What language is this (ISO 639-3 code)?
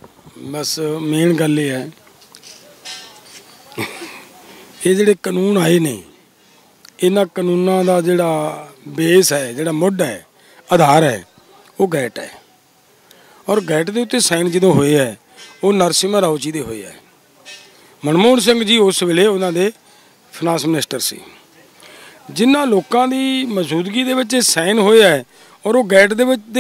pan